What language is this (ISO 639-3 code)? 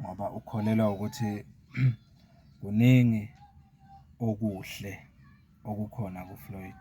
zul